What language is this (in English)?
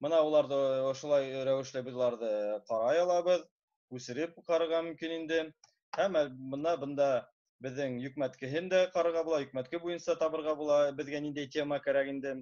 Bashkir